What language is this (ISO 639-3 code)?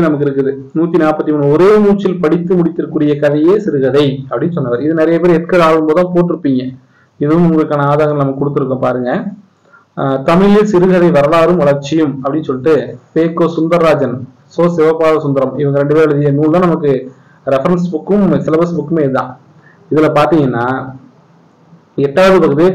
tam